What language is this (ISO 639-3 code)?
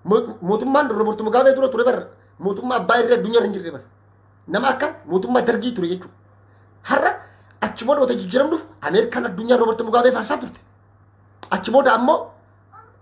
orm